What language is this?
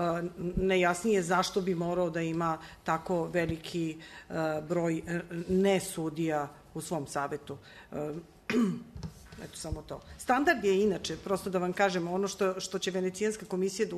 Serbian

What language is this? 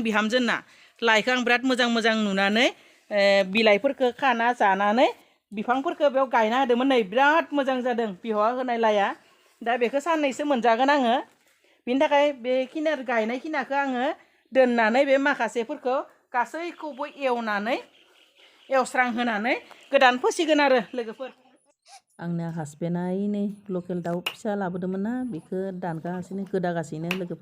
Bodo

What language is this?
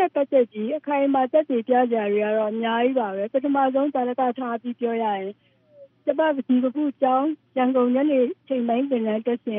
Burmese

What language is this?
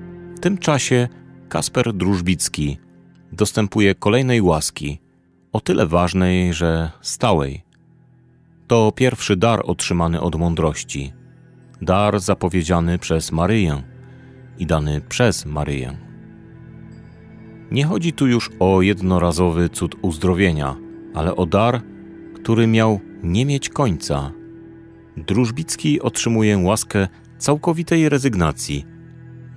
Polish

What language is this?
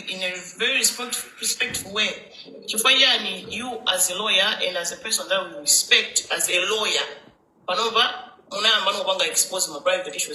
Nyanja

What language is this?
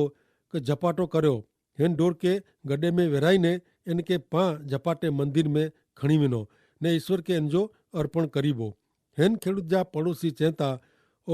Kachhi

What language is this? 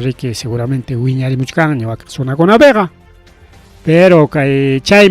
Ayacucho Quechua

